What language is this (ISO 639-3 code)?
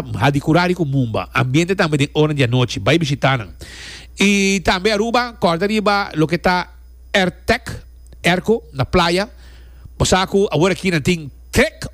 pap